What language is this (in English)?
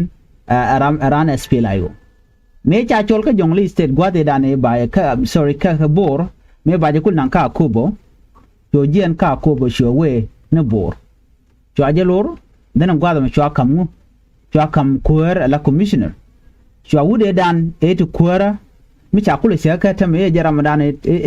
Nuer